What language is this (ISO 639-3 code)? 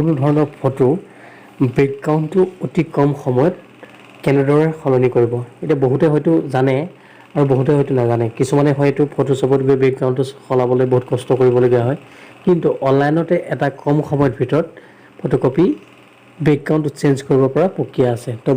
asm